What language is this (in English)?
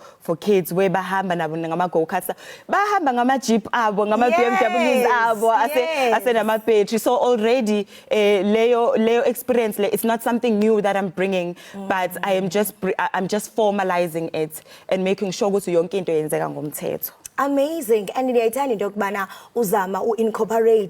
Zulu